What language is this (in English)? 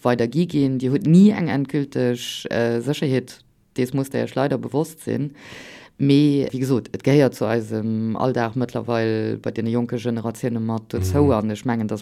Luxembourgish